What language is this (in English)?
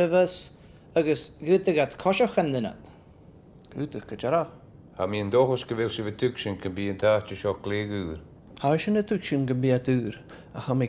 Scottish Gaelic